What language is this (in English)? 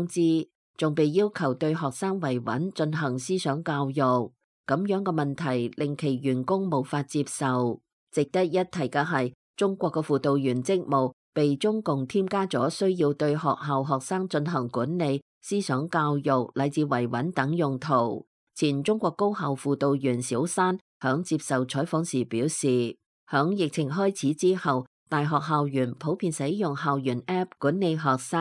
Cantonese